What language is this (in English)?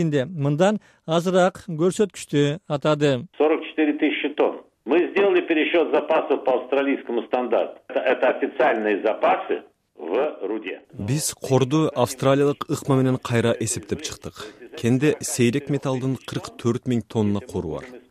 Kyrgyz